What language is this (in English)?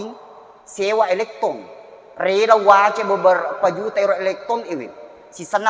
Buginese